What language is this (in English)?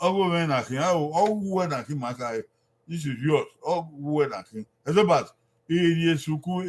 Bini